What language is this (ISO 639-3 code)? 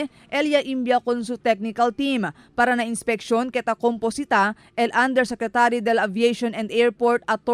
cbk